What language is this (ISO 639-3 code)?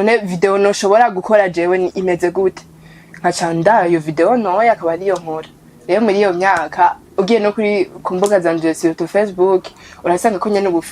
run